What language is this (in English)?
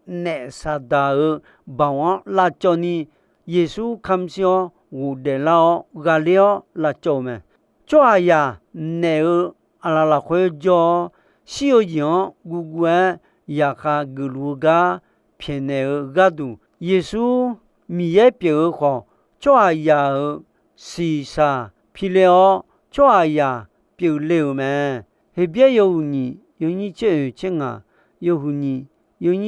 Akha